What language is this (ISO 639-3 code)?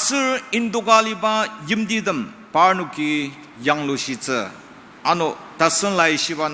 njo